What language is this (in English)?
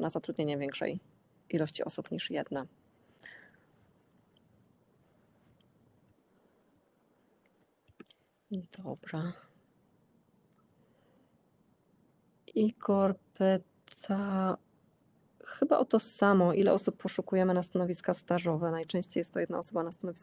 Polish